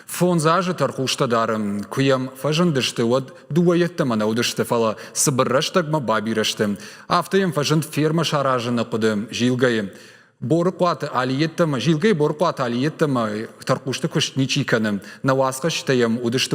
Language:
Ossetic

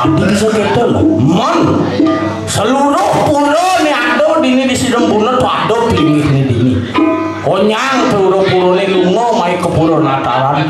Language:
Balinese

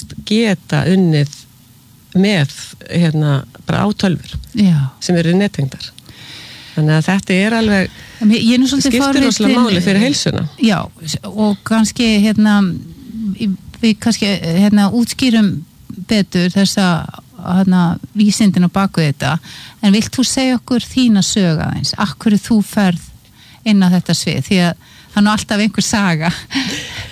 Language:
Icelandic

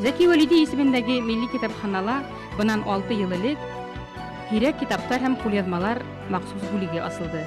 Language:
Bashkir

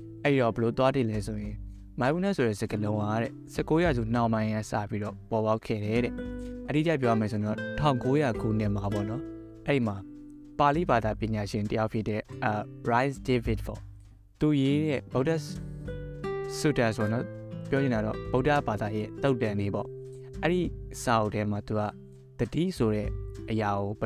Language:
Burmese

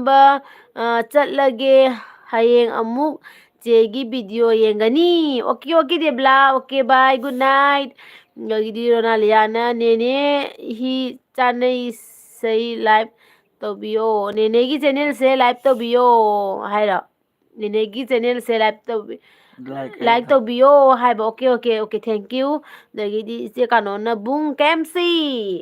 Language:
Manipuri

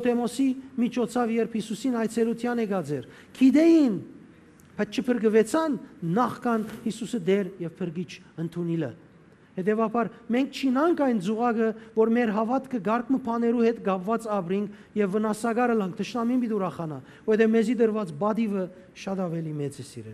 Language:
Western Armenian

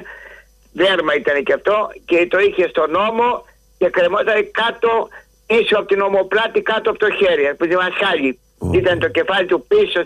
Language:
Greek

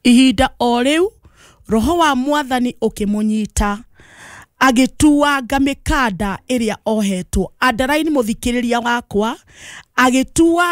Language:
Kikuyu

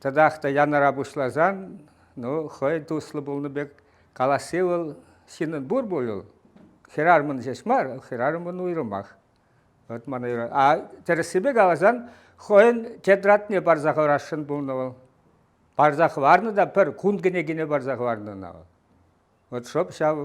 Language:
Chuvash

